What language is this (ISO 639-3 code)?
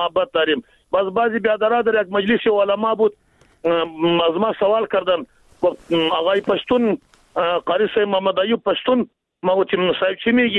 fas